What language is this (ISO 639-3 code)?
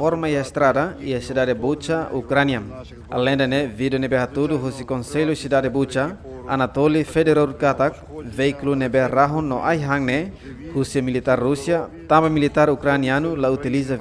tet